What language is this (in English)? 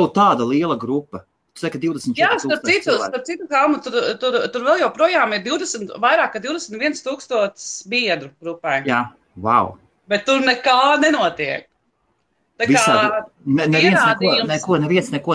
Latvian